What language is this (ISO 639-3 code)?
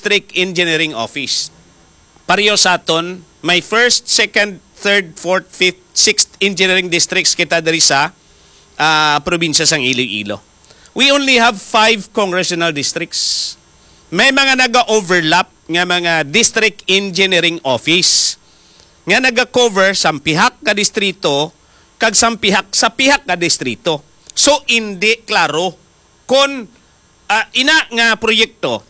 hil